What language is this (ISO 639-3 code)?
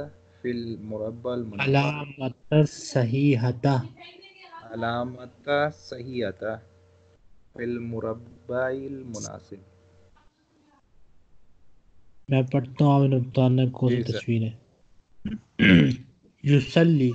urd